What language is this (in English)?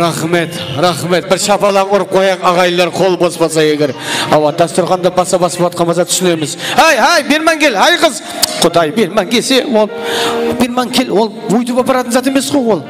Kara-Kalpak